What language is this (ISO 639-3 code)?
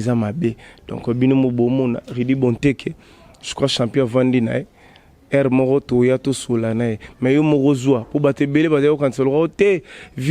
lin